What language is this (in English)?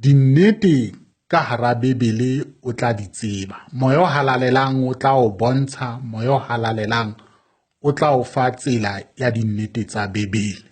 Southern Sotho